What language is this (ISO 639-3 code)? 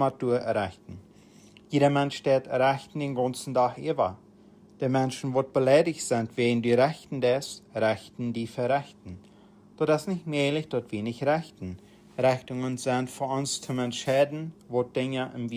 pdt